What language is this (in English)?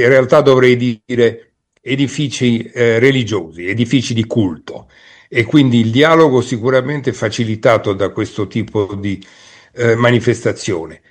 Italian